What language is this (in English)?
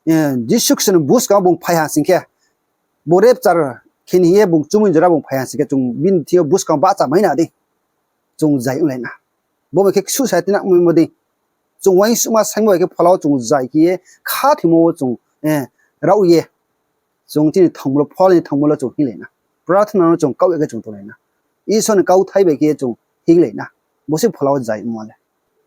Riang (India)